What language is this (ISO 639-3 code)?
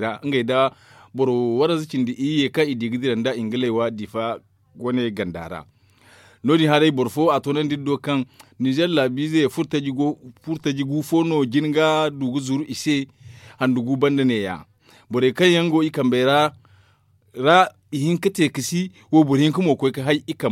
dje